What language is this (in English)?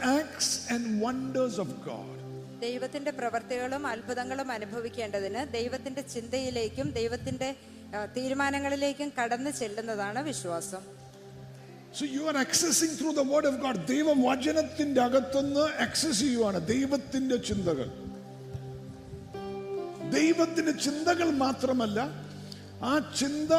Malayalam